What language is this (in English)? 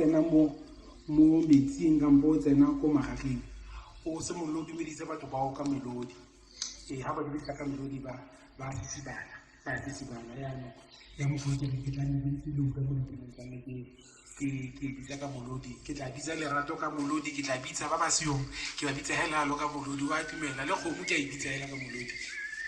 Tswana